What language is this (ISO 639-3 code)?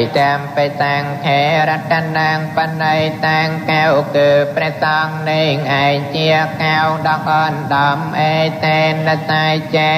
khm